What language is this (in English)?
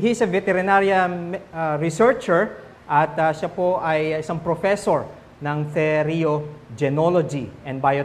Filipino